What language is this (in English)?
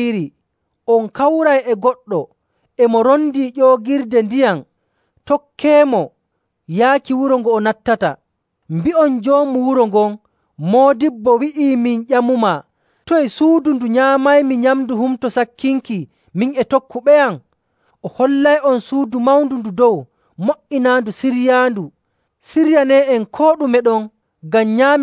Nigerian Fulfulde